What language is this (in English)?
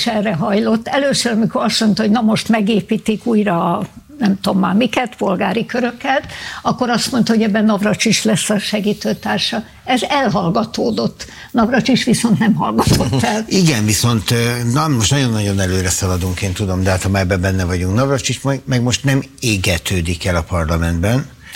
Hungarian